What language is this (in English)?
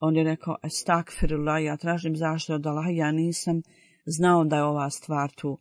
Bosnian